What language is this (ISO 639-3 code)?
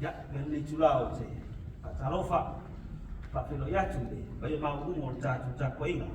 smo